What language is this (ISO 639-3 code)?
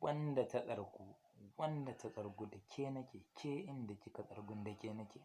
hau